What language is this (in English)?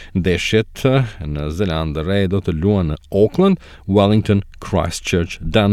Albanian